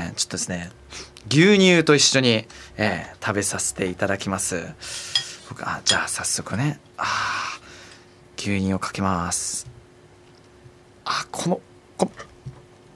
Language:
Japanese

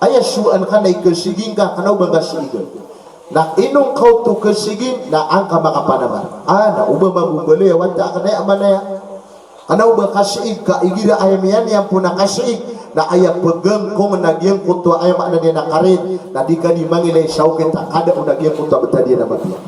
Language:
Maranao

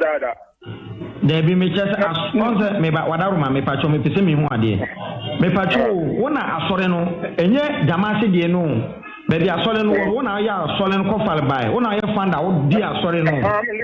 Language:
Akan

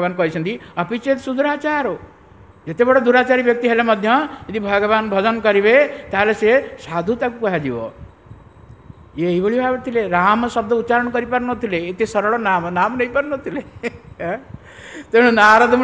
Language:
Odia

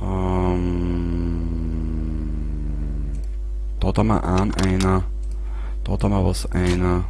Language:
Bavarian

